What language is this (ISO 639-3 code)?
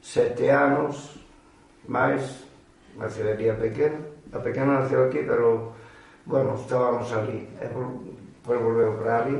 glg